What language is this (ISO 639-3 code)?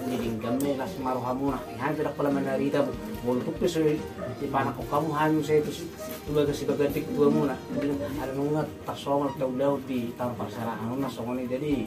bbc